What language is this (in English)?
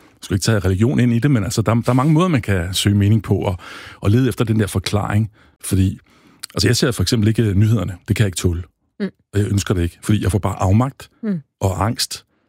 Danish